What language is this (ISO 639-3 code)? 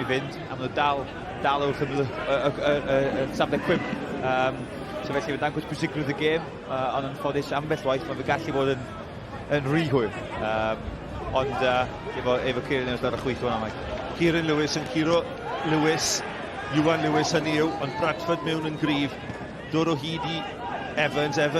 cym